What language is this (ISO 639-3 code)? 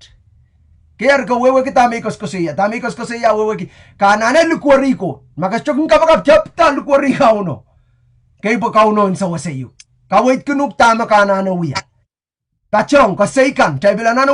pon